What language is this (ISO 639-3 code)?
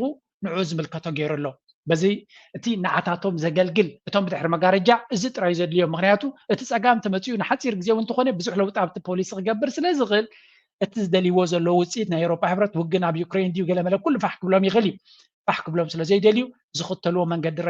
tir